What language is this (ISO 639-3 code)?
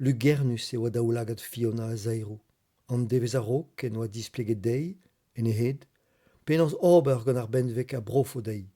bre